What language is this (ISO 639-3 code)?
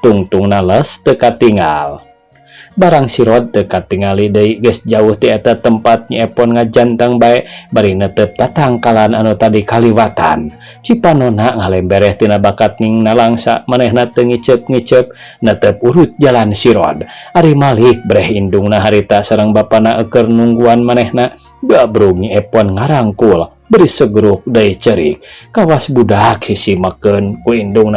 sun